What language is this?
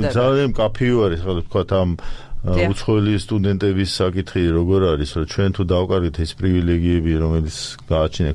Georgian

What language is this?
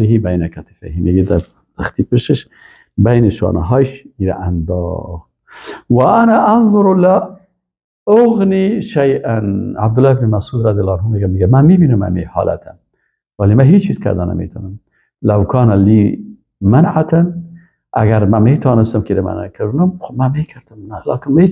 Persian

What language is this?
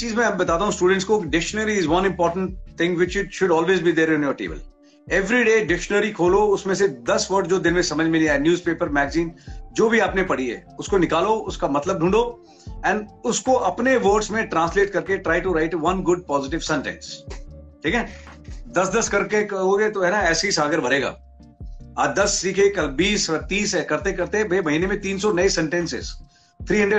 Hindi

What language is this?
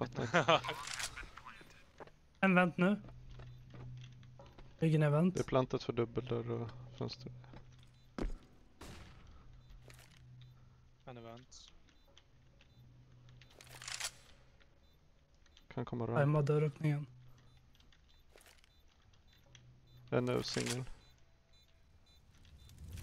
Swedish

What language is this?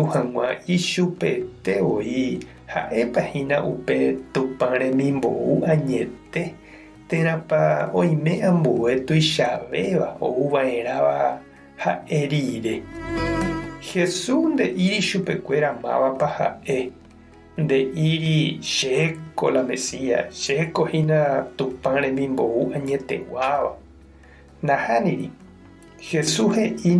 Guarani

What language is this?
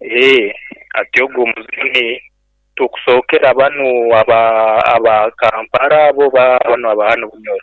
Nyankole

